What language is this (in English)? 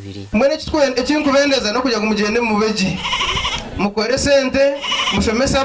Nyankole